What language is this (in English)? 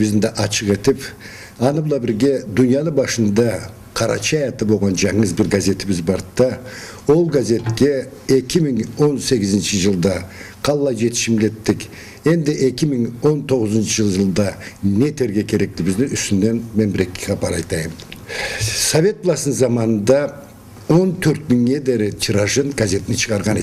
Karachay-Balkar